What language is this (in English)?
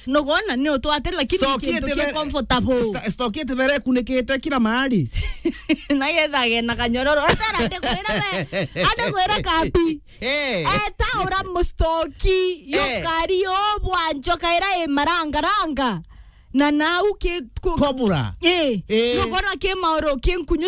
Meru